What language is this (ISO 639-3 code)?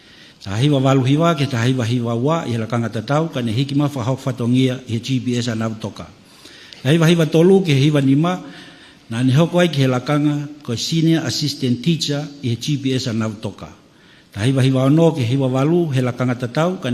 ton